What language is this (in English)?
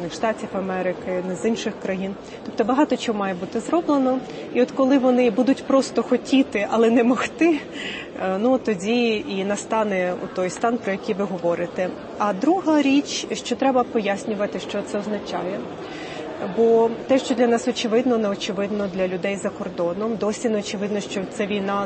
Ukrainian